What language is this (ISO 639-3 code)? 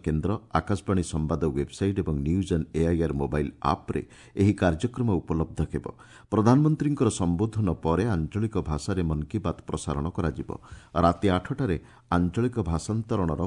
ori